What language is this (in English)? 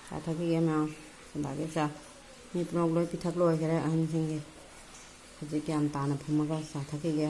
Manipuri